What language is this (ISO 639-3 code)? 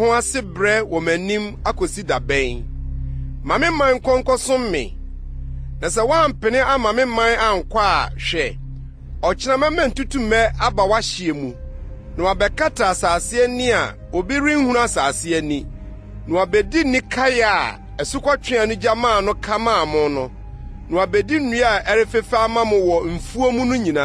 aka